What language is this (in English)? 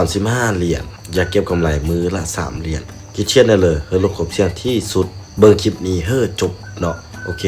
Lao